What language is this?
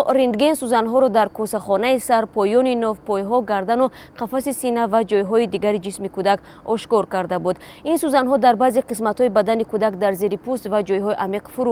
Tajik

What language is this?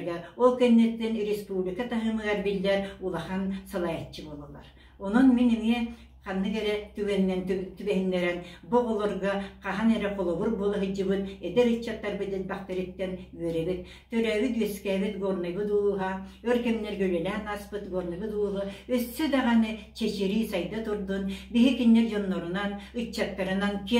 Yakut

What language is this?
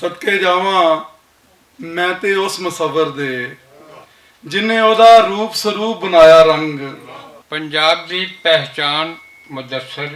Western Panjabi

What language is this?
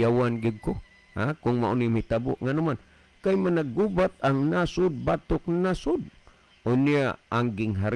Cebuano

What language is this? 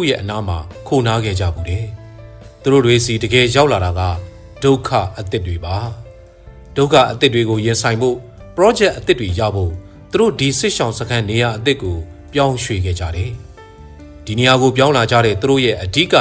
Burmese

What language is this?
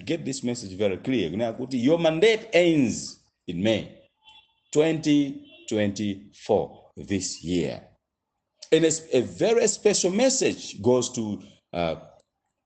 Nyanja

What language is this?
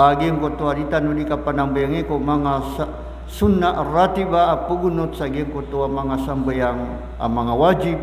Maranao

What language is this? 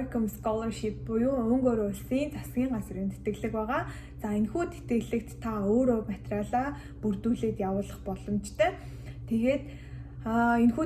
Mongolian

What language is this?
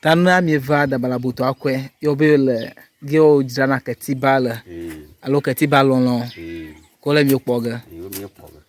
Ewe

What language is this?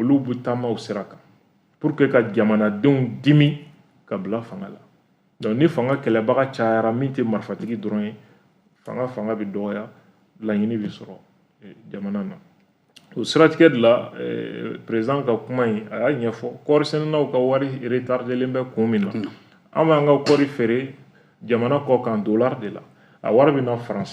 Bambara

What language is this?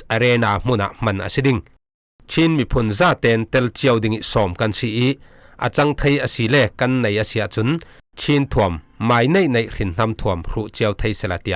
Falam Chin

